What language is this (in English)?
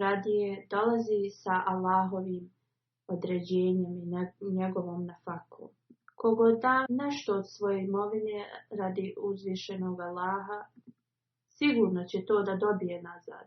Bosnian